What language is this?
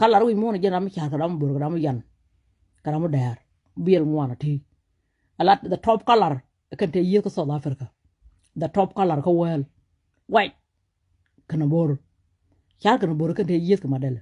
Nuer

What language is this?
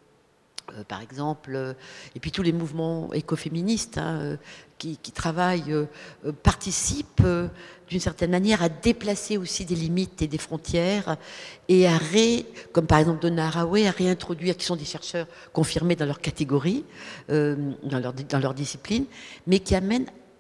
French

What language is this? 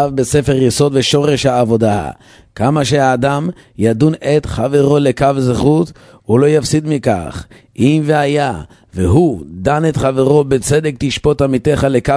Hebrew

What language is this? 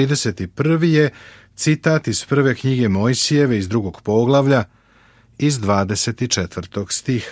Serbian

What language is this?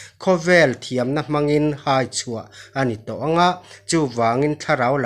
Mizo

